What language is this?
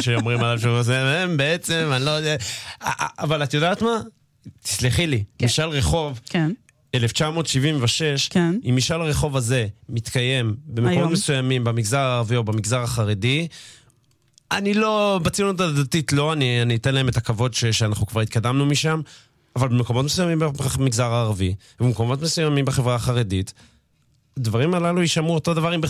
Hebrew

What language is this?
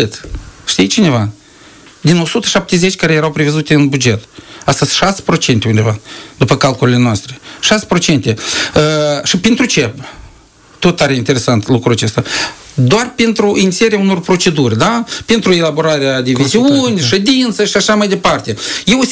Romanian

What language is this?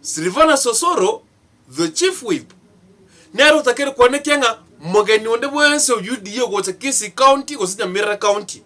Gusii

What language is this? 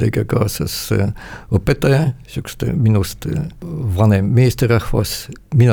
Estonian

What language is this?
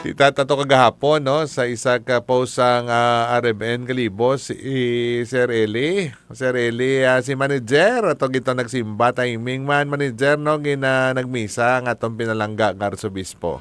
Hiligaynon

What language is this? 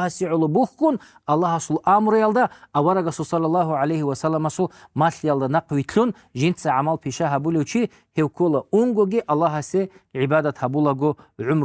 Avaric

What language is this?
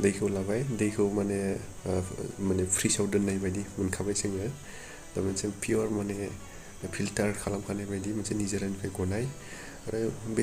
Bodo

